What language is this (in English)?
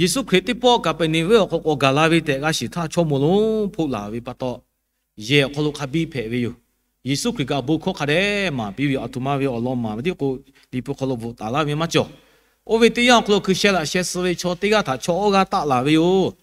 Lahu